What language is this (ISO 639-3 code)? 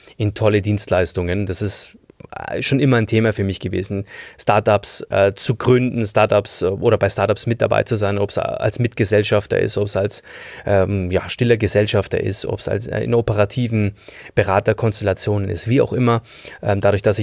deu